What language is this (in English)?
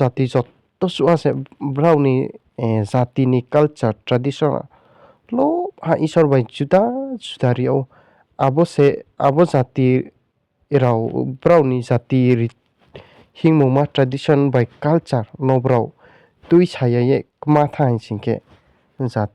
Riang (India)